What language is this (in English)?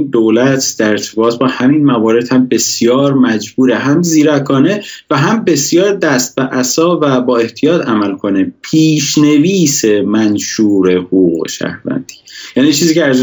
Persian